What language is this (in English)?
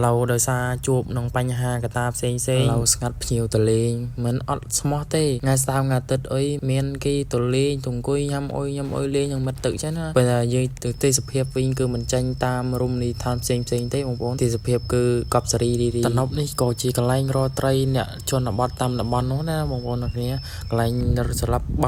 Khmer